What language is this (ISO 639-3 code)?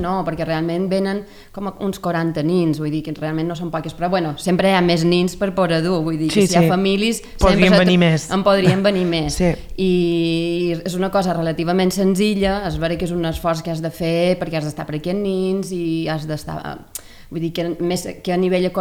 cat